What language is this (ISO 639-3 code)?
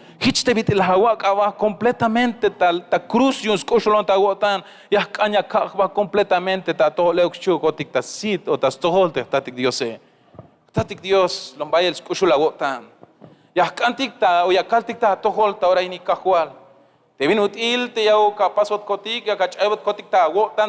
tzh